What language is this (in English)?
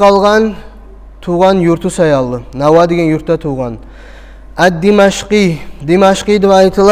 Kumyk